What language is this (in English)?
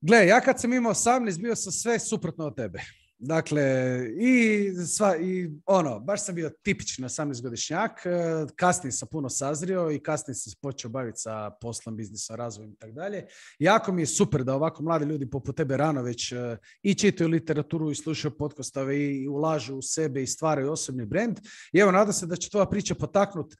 Croatian